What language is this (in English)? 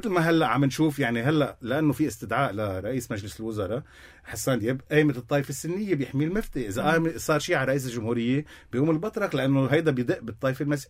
North Levantine Arabic